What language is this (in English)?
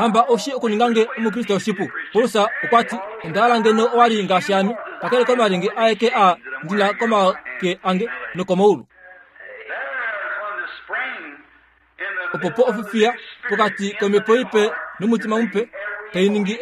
Kuanyama